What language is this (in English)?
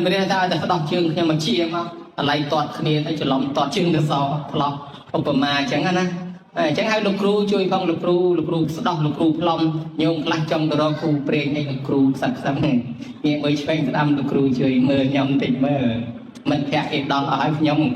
Khmer